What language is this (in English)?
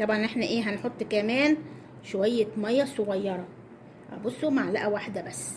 Egyptian Arabic